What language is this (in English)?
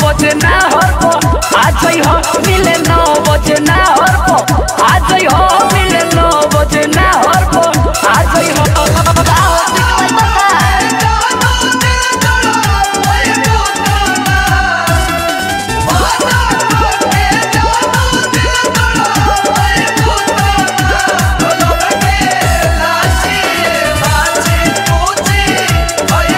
Bhojpuri